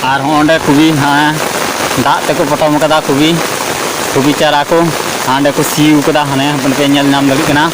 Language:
Santali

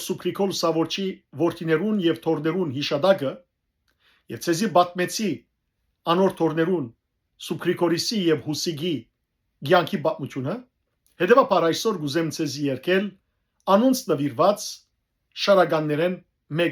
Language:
Western Armenian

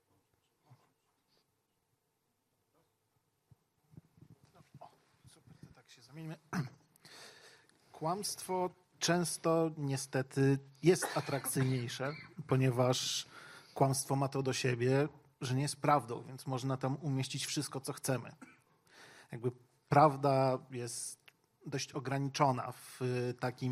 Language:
Polish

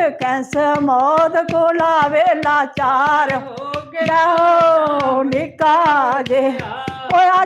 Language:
Dogri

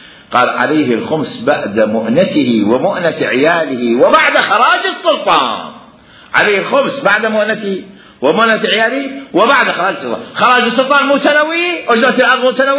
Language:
Mesopotamian Arabic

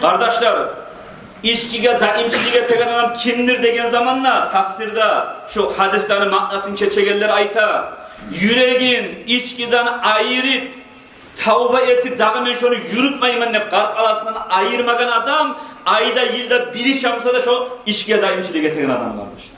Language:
Kumyk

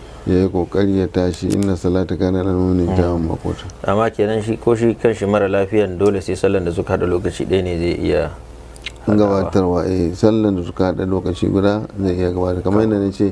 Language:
Hausa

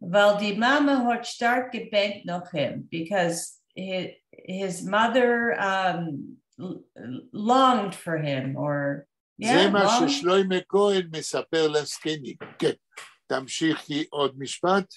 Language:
Yiddish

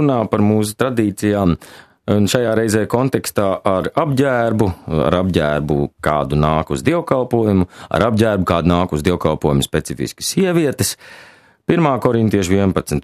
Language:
Latvian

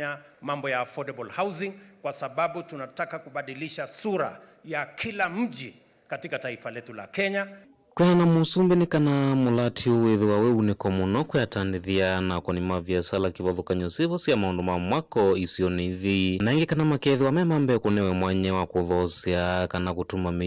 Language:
Kamba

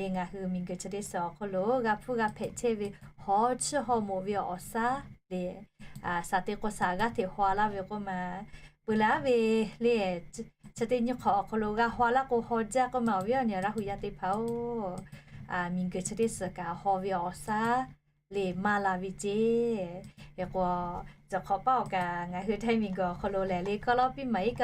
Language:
Lahu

